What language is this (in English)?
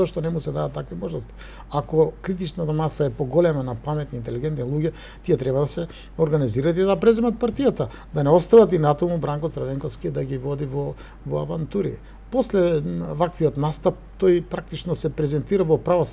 Macedonian